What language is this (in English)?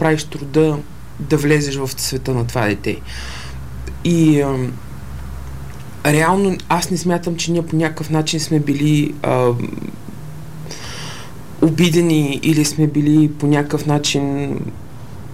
Bulgarian